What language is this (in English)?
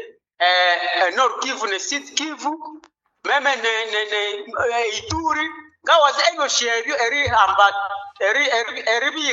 Nande